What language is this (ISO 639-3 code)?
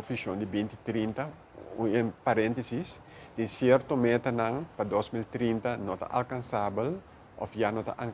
pap